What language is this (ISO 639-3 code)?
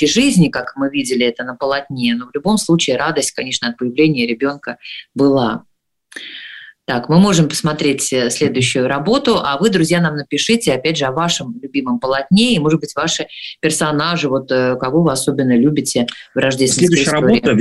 rus